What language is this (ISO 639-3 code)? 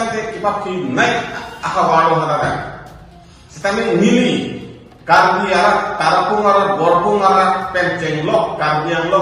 mjw